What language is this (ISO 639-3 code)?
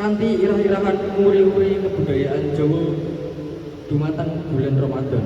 jav